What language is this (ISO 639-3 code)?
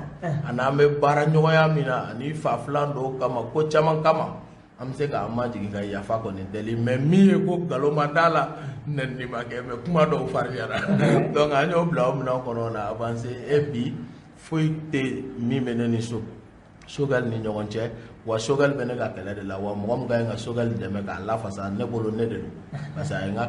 bam